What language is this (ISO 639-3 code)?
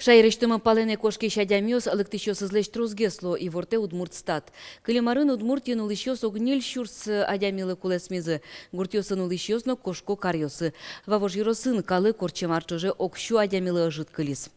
udm